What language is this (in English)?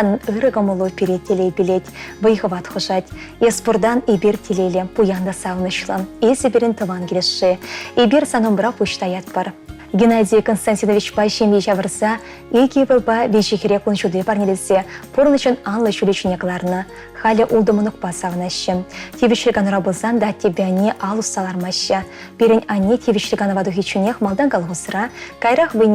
Chuvash